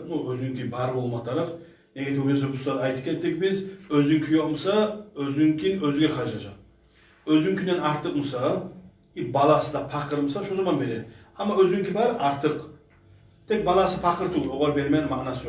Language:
Kumyk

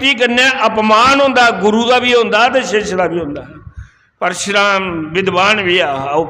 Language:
Dogri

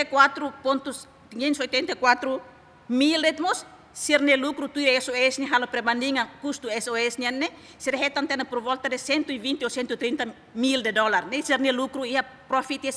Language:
Tetum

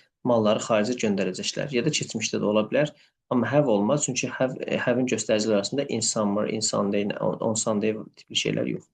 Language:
Azerbaijani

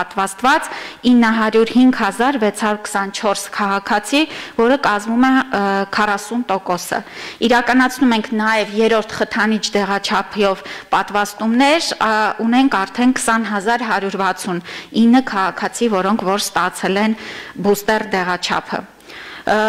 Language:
Armenian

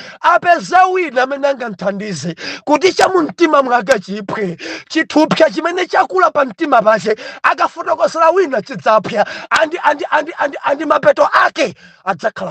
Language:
Nyanja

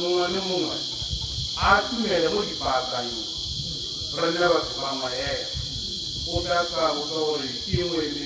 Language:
Tswana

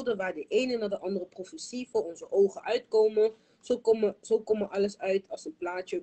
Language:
Dutch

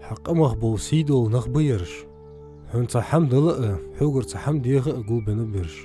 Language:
Ingush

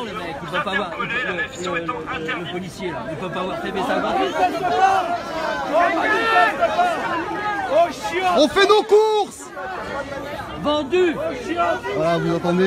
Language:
French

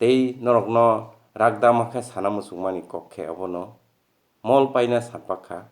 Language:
Kok Borok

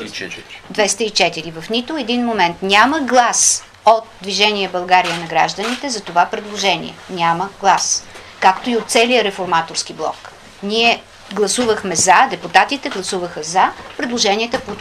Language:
Bulgarian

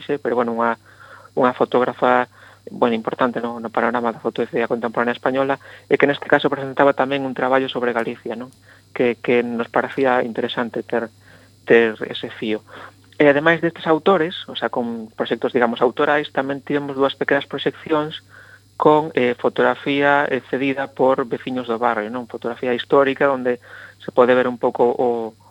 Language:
Galician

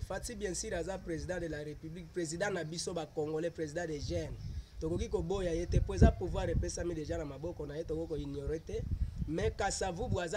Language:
Lingala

